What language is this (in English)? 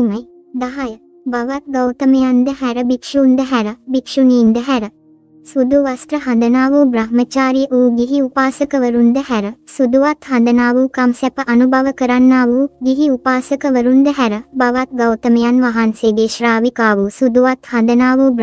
Sinhala